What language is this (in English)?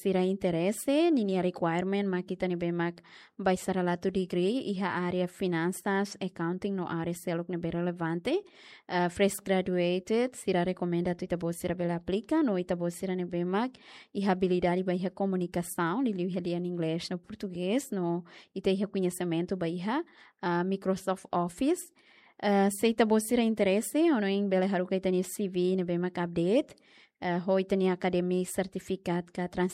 Tetum